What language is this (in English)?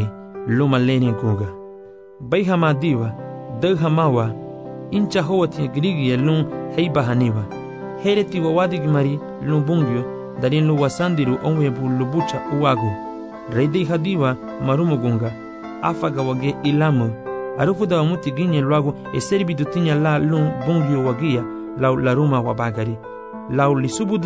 Garifuna